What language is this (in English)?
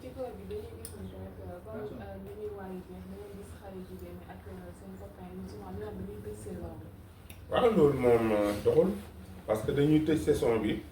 Wolof